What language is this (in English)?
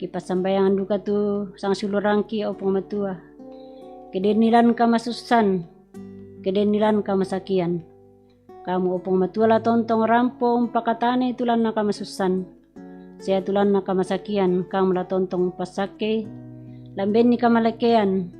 Toraja-Sa'dan